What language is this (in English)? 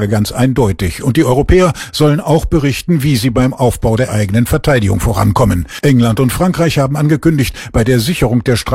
German